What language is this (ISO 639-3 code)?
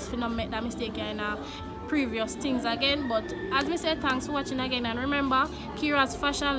jam